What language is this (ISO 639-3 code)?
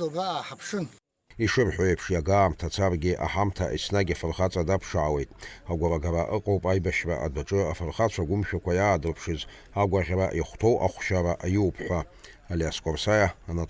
abk